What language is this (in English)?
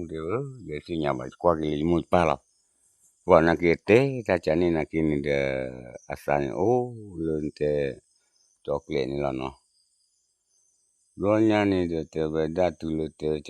S'gaw Karen